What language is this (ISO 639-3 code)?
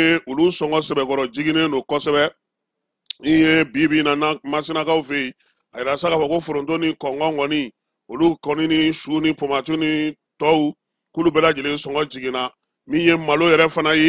bam